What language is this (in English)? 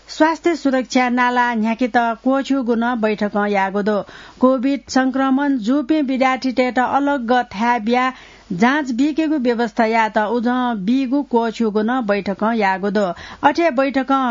Newari